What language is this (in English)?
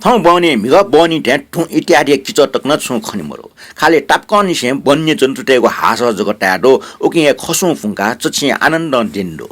Newari